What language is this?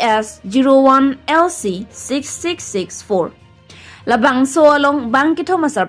Karbi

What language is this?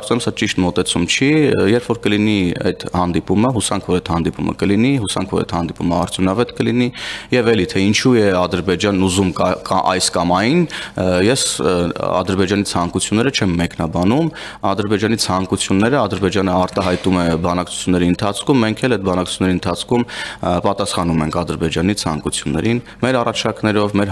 Armenian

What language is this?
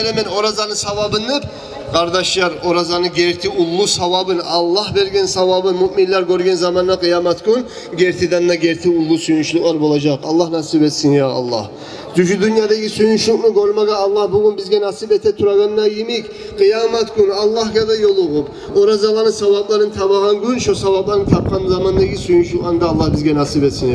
Kumyk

